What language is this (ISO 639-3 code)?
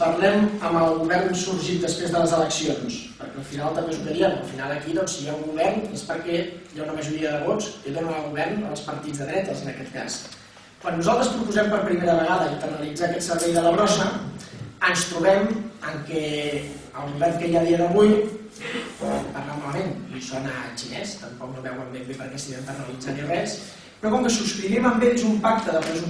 cat